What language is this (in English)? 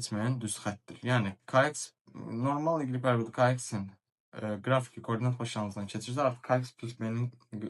Azerbaijani